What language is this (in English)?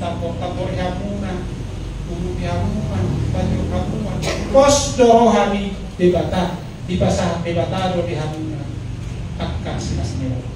Batak Toba